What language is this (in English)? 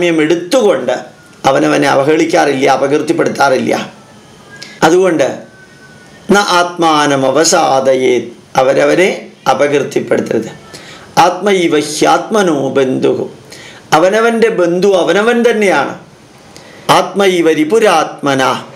Malayalam